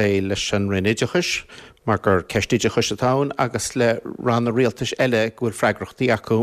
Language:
Irish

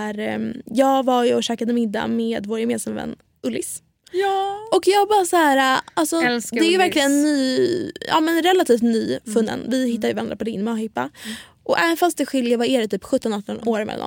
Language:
Swedish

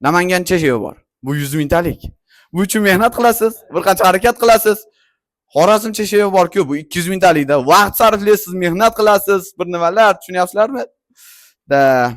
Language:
Uzbek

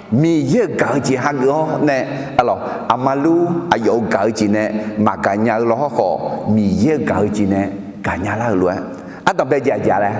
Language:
Akha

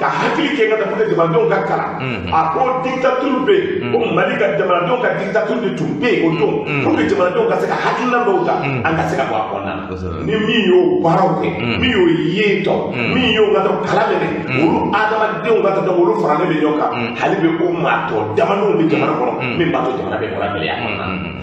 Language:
Bambara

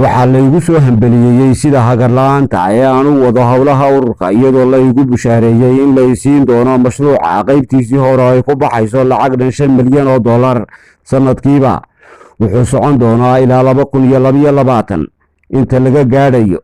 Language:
Somali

